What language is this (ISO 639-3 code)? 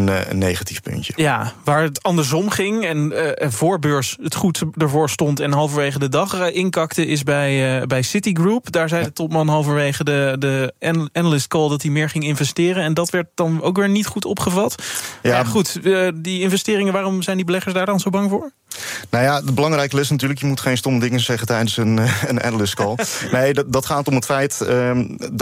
nld